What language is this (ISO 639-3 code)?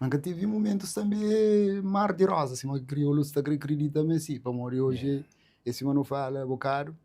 kea